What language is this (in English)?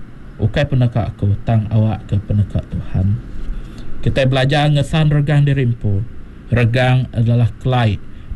Iban